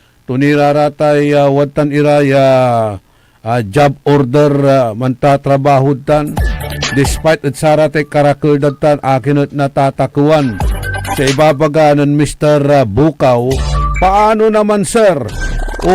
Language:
Pangasinan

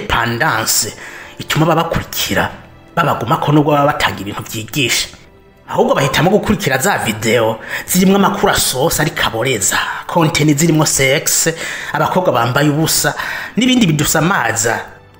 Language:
Rundi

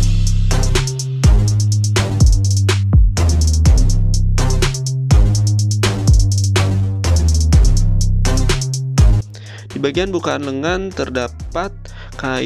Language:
Indonesian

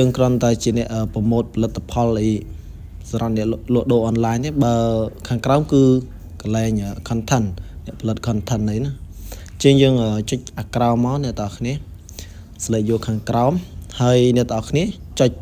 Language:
Khmer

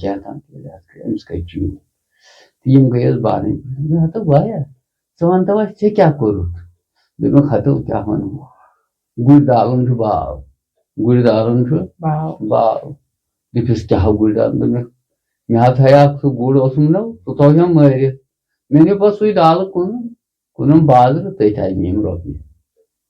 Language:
Kashmiri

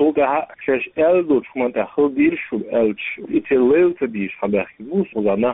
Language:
Chechen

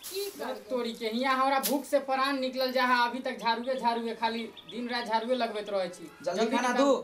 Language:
Maithili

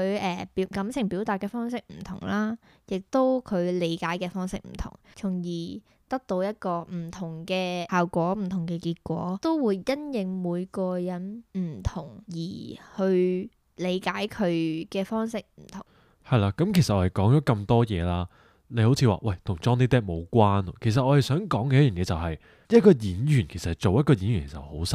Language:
Cantonese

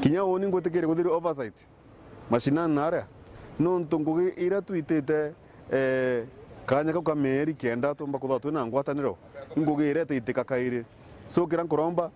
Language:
Meru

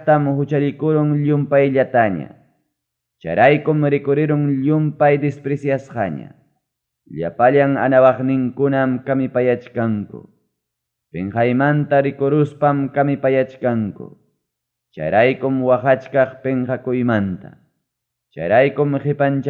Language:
Ayacucho Quechua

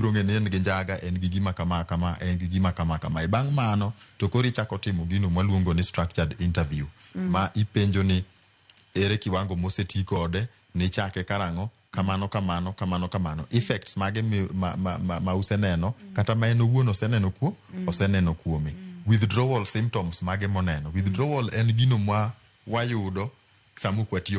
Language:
Luo (Kenya and Tanzania)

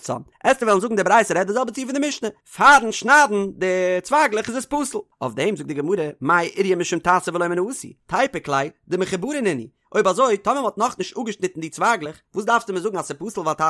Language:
Yiddish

